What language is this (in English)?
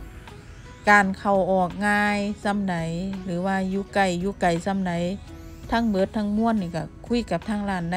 Northeastern Thai